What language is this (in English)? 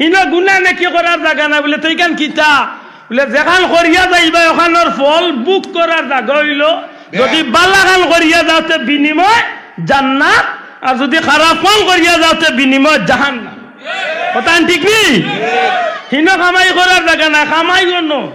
Sylheti